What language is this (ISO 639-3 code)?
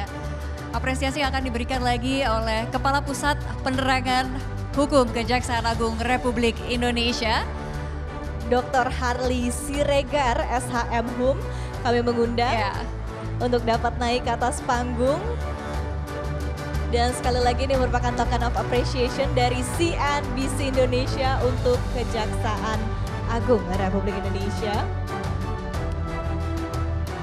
ind